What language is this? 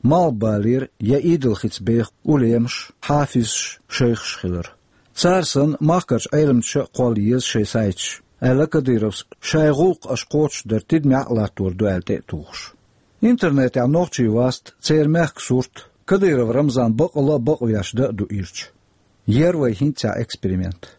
Chechen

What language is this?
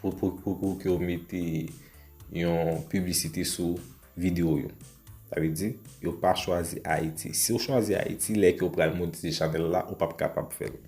Haitian Creole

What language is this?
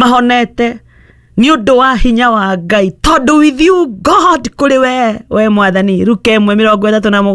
Kikuyu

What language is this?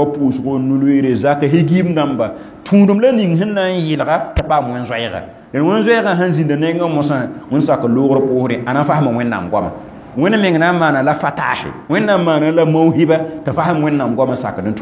Mossi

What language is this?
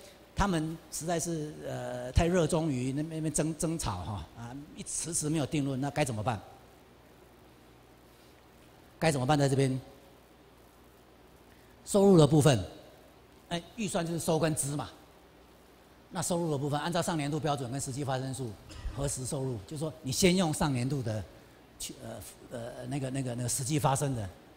Chinese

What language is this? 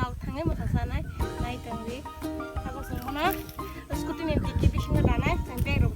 Kok Borok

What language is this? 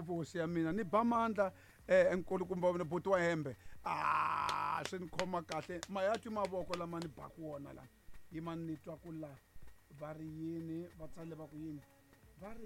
Tsonga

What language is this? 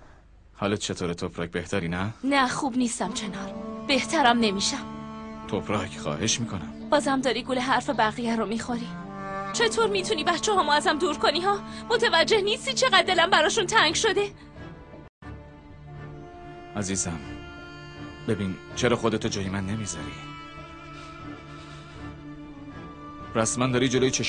Persian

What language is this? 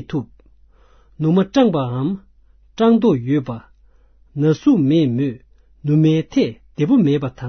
Tibetan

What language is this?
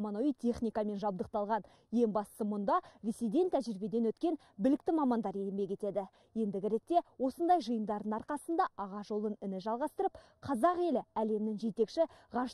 Kazakh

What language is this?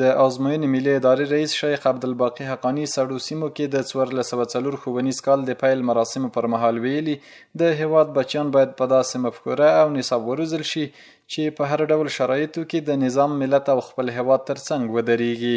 Pashto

